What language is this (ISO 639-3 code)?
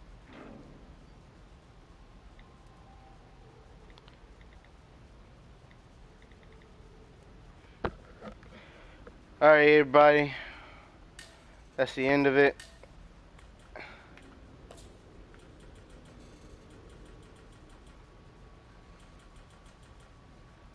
eng